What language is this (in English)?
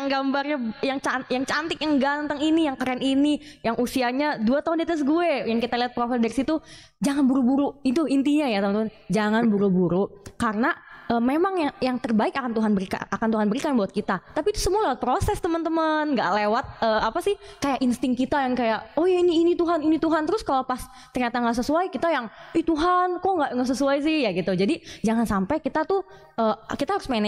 Indonesian